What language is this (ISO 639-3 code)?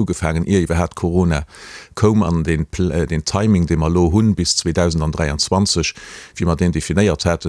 ltz